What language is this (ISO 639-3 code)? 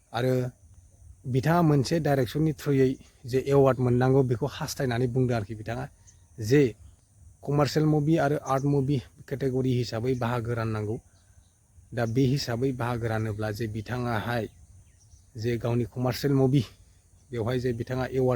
brx